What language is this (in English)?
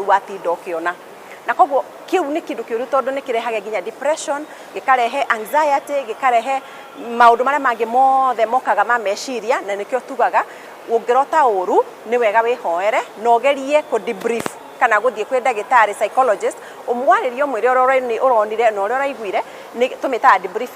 Kikuyu